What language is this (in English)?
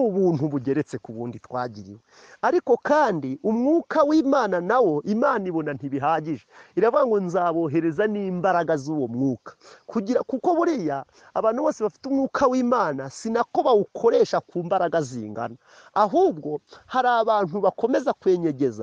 Kinyarwanda